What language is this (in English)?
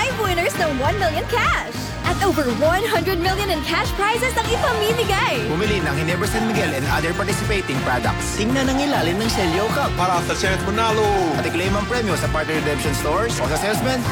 Filipino